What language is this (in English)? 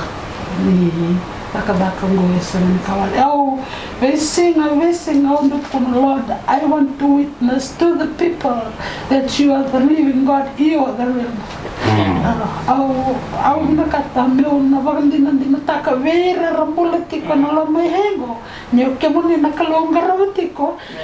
Fijian